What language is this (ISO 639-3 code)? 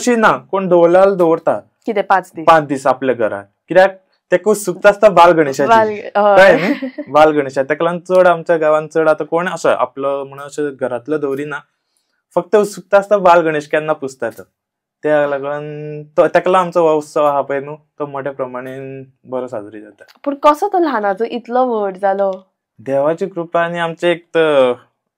kok